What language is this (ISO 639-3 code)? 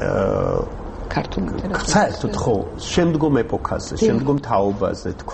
kat